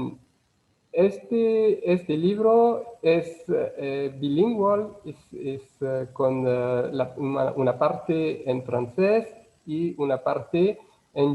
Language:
Ladino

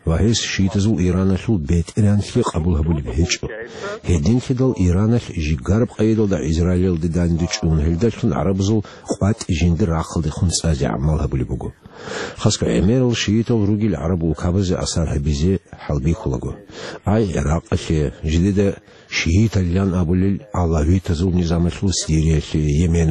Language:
Avaric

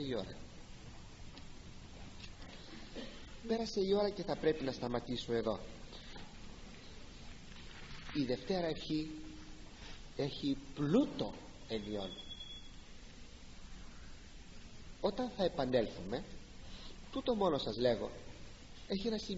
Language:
Greek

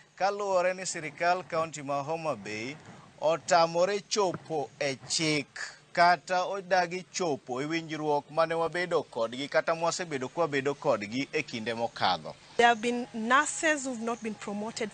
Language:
Luo (Kenya and Tanzania)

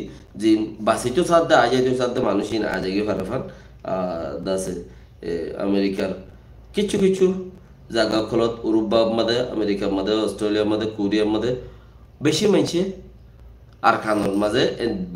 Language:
Rohingya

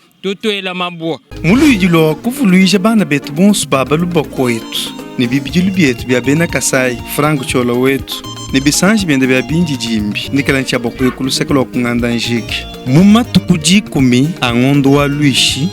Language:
Luba-Lulua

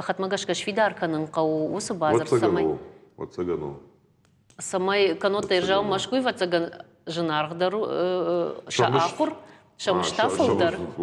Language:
Ossetic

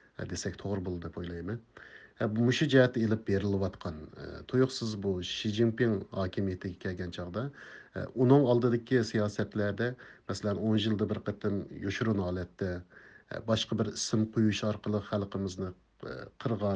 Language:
Uyghur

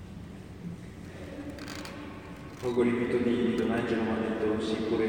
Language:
Italian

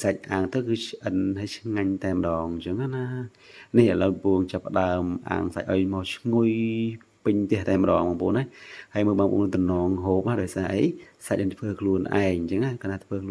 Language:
Khmer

